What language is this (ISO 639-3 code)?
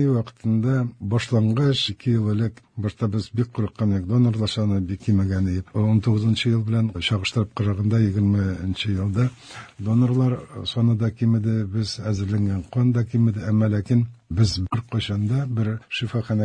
tat